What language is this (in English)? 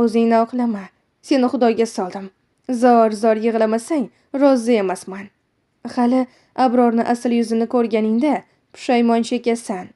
Uzbek